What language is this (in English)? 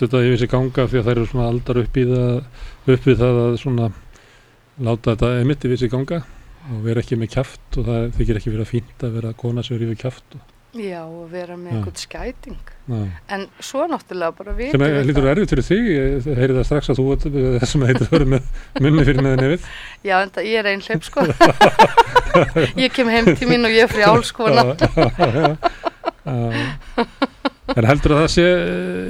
Icelandic